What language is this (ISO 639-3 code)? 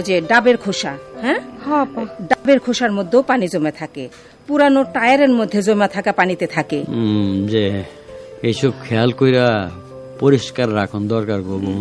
ben